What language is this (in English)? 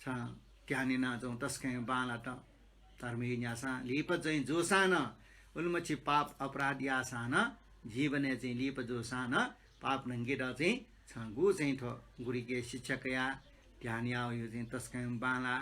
Newari